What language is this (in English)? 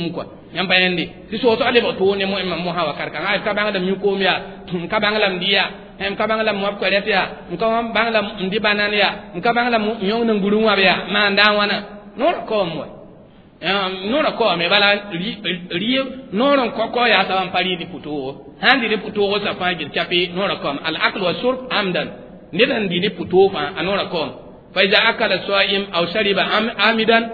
Mossi